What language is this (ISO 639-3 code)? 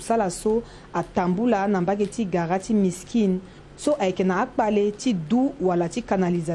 sag